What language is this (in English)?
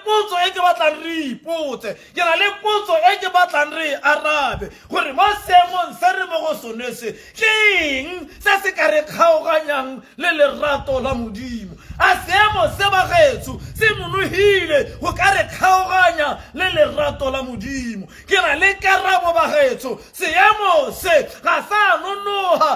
Tswana